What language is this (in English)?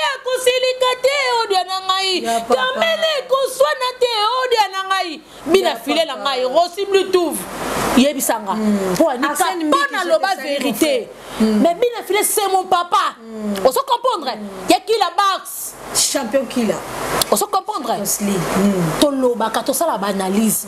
Lingala